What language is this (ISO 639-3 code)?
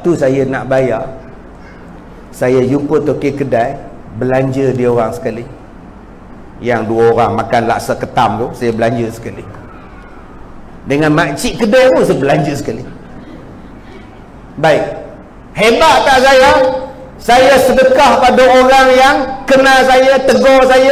msa